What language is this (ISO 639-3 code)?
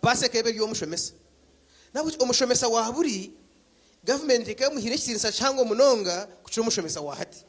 nyn